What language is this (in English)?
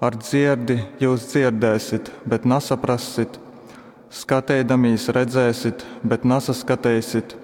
Latgalian